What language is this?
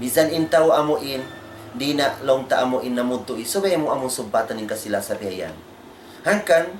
Tausug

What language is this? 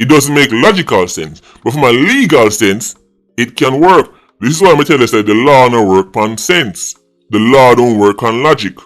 Jamaican Creole English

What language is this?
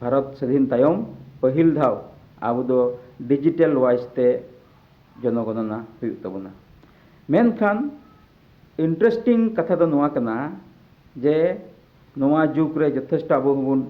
Santali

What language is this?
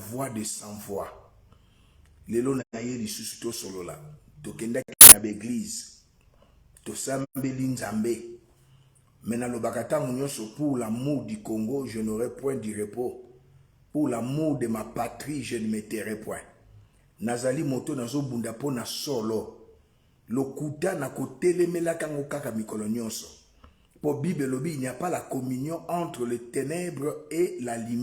Lingala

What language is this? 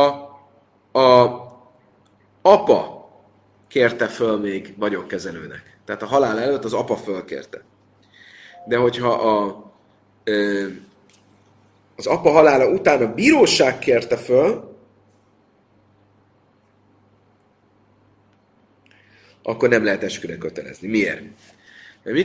Hungarian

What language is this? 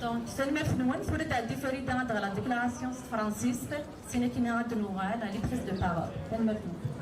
Kabyle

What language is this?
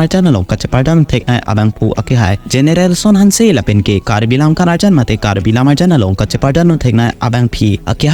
Karbi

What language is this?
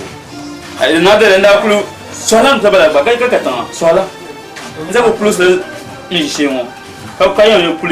Dagbani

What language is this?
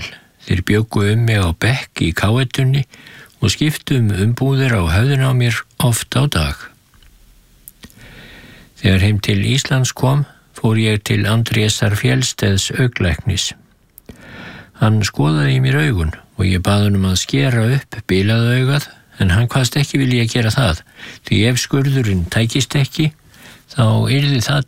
Icelandic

